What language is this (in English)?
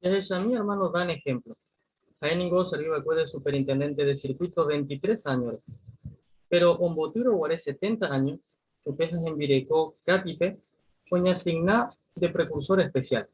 Guarani